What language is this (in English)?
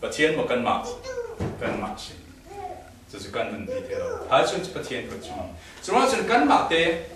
Falam Chin